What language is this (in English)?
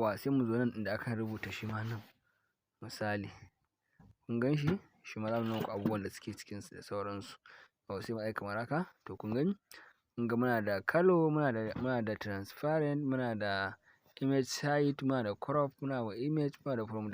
Hausa